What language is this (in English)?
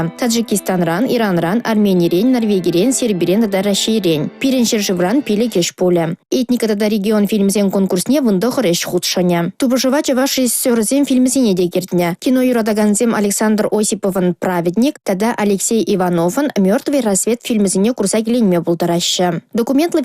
Chuvash